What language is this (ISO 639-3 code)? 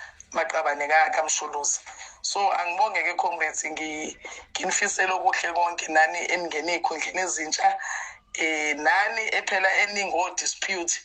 zul